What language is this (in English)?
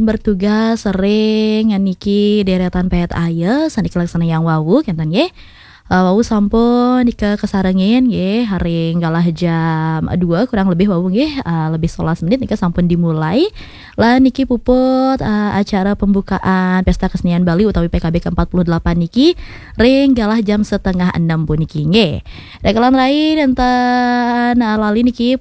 Balinese